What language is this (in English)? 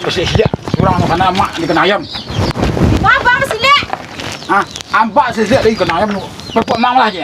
Minangkabau